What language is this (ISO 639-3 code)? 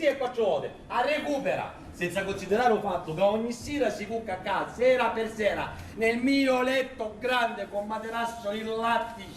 scn